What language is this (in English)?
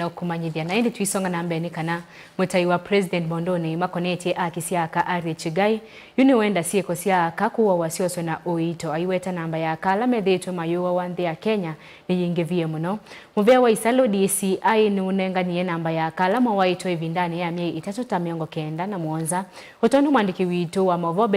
Kamba